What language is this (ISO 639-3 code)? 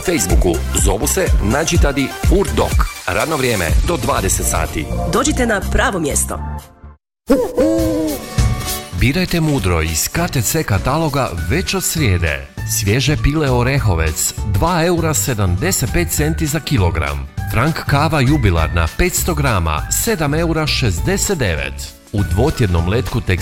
hrv